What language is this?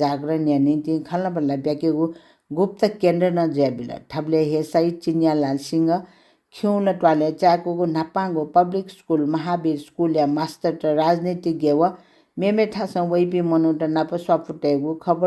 Newari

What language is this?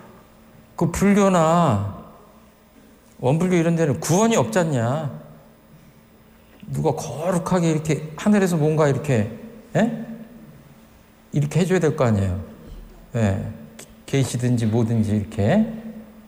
Korean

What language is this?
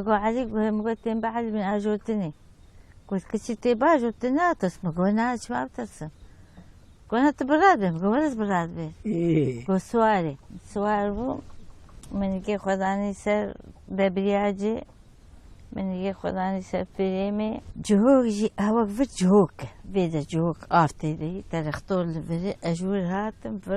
Kurdish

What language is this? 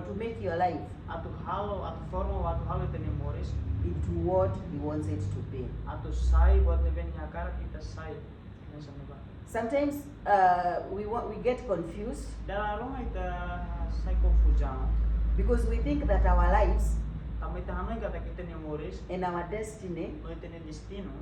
Tetum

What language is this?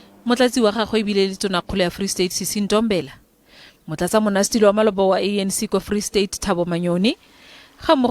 Tswana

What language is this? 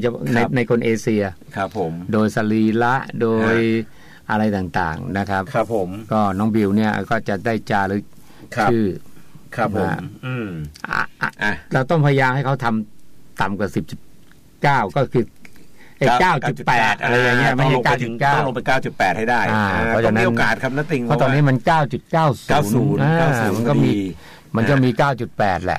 Thai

